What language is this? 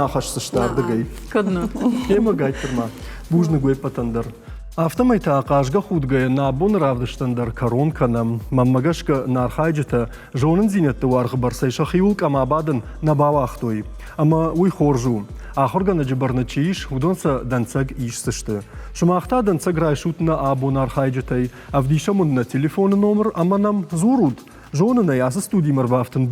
Ossetic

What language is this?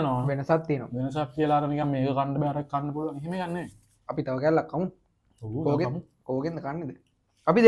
Sinhala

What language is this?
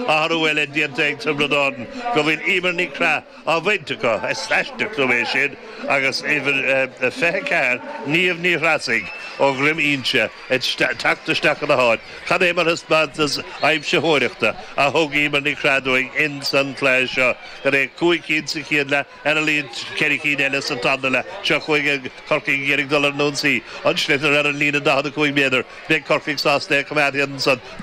Irish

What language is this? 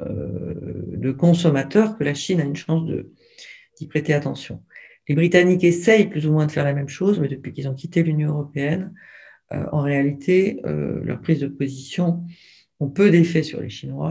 French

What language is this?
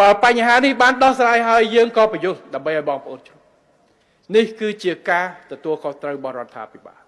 Khmer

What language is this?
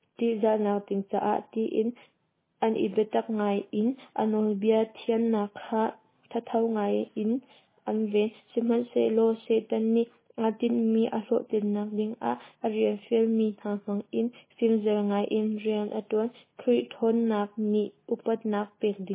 Hakha Chin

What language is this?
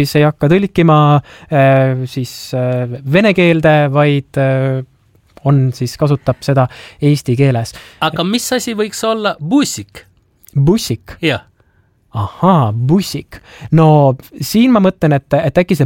Estonian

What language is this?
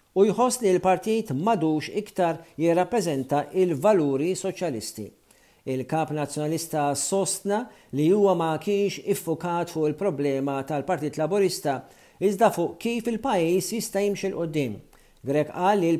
Maltese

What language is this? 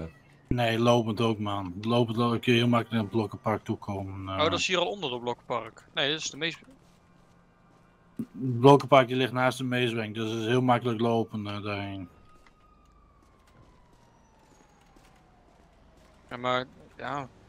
Dutch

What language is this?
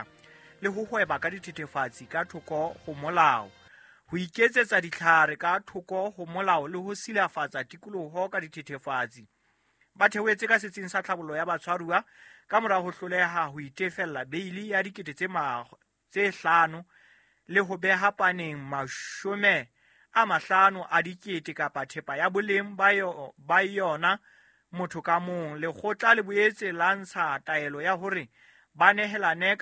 Southern Sotho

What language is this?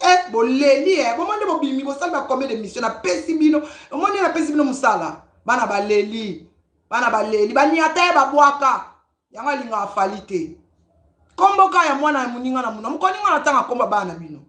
Lingala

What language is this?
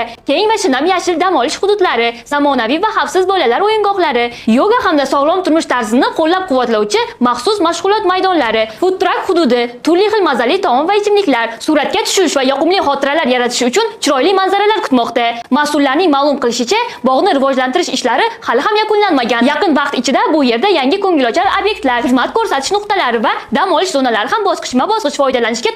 Uzbek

